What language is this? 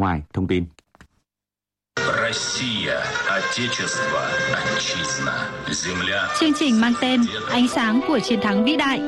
Vietnamese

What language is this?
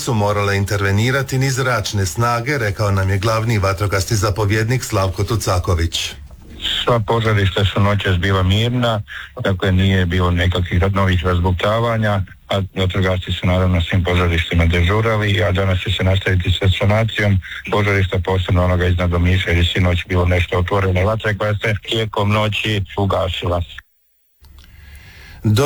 Croatian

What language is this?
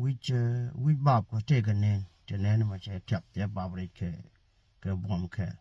Nuer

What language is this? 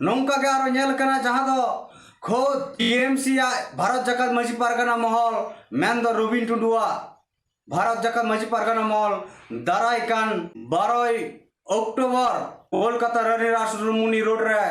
Santali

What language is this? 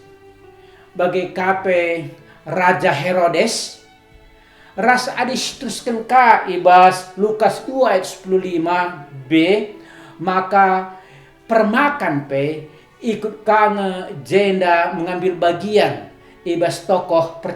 Batak Karo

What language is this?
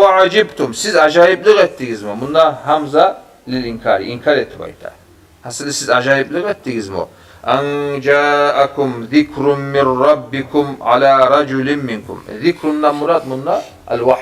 Kumyk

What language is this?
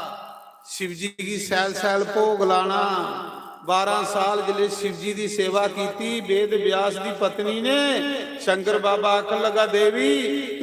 Dogri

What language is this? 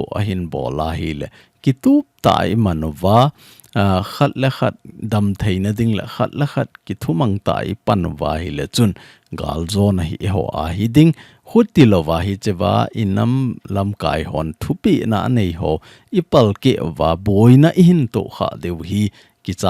Thado Chin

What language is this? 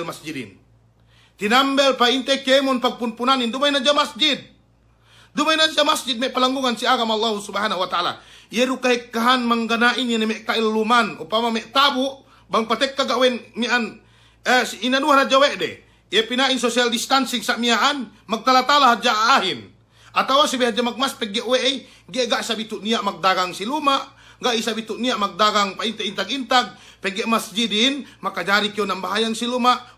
Yakan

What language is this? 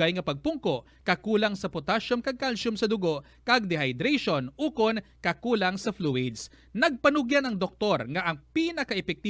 Hiligaynon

